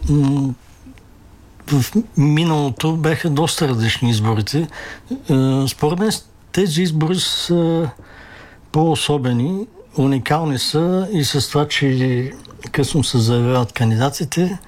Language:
Bulgarian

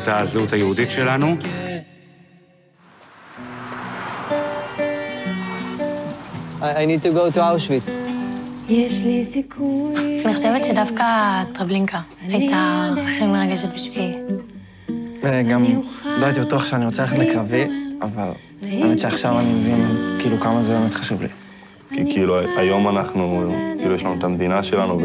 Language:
Hebrew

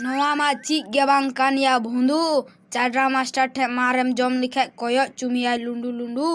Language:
Santali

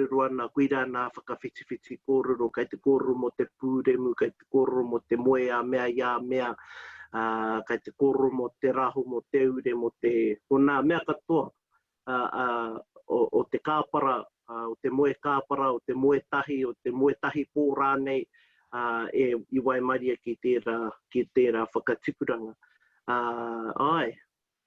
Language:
Māori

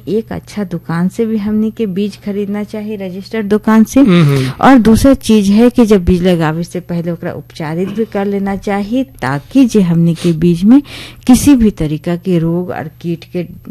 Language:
Bhojpuri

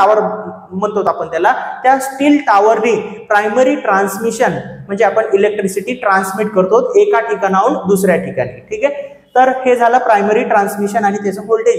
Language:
Marathi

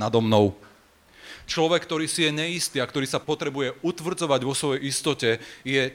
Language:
Slovak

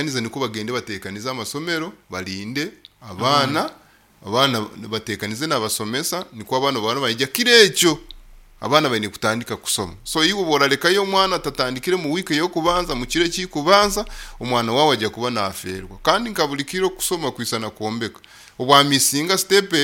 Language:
Nyoro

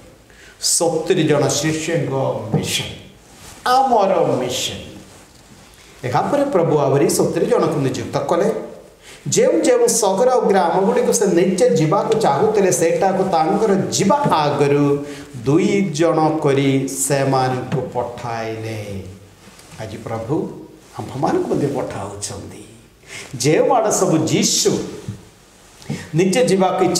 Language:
Odia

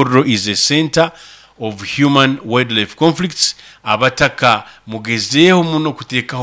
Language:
Nyoro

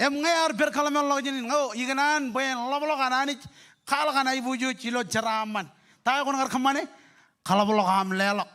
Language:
Marshallese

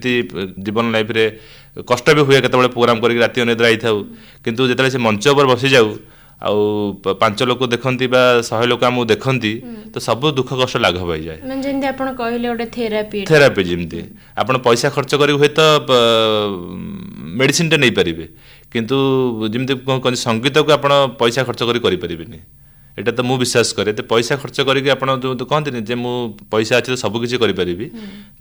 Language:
Odia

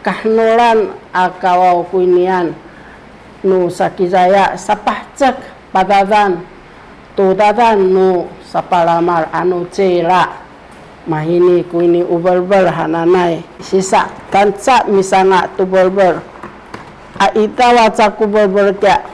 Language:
Sakizaya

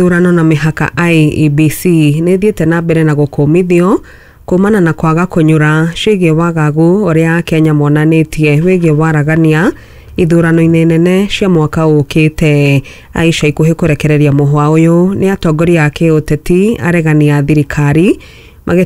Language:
Kikuyu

